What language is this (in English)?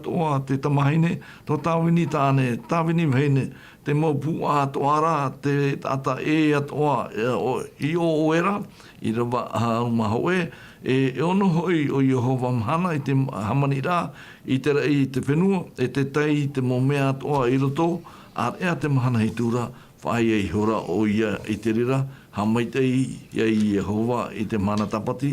Tahitian